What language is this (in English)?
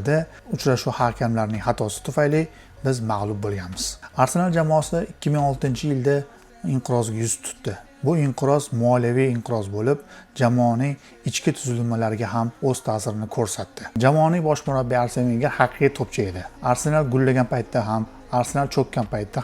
Uzbek